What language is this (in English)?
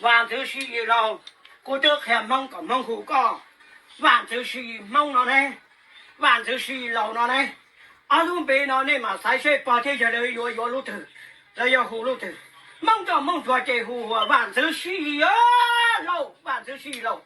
Hmong